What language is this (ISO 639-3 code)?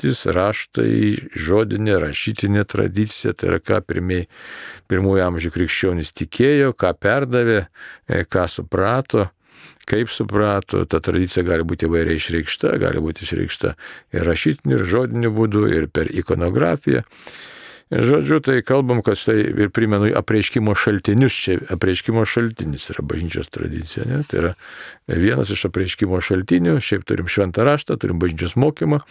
lit